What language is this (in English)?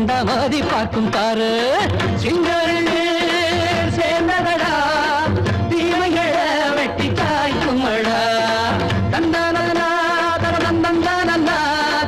Tamil